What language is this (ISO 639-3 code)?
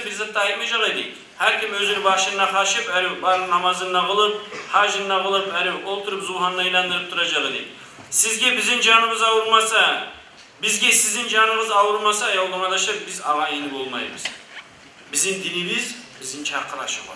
kum